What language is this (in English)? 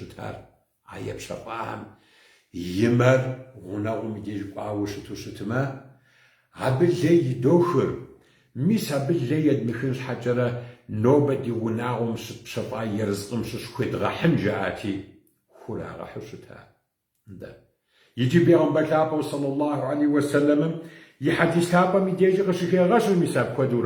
Kabardian